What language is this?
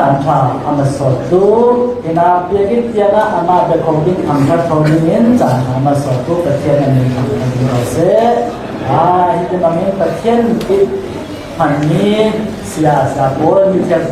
Falam Chin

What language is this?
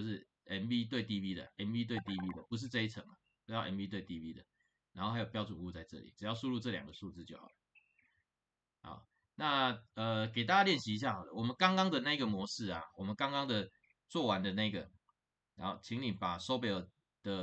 Chinese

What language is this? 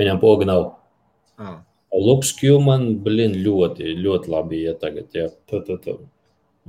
Latvian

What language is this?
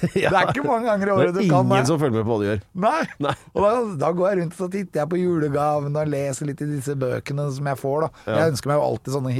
Norwegian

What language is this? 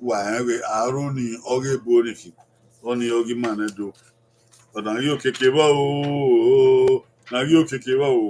Bini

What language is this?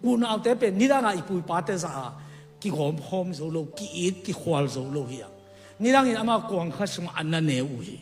Tedim Chin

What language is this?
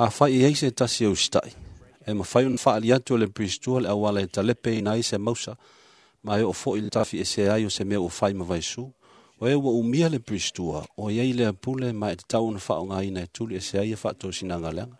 Samoan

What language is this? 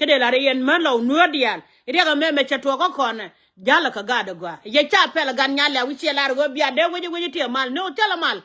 Nuer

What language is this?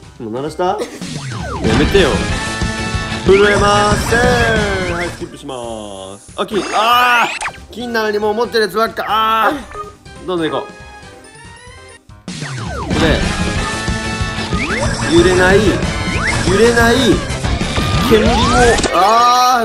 Japanese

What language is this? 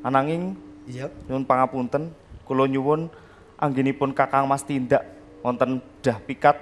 Javanese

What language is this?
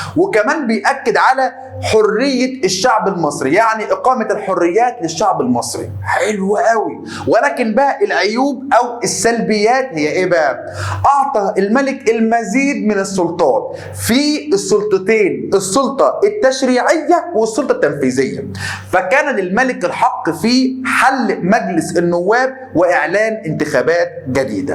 Egyptian Arabic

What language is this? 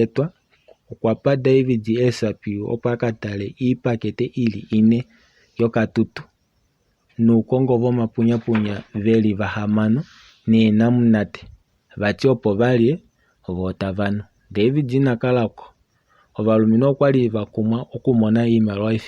Kuanyama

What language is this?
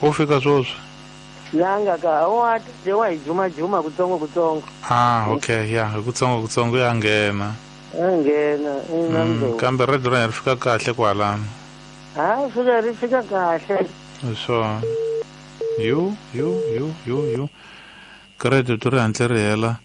Tsonga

